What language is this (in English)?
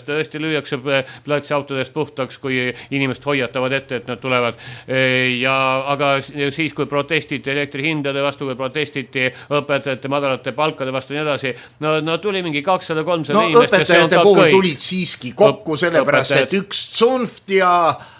Estonian